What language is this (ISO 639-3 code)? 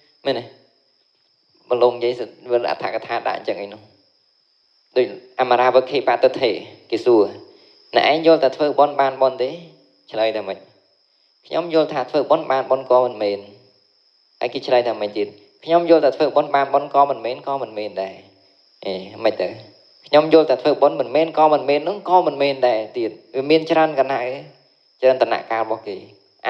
khm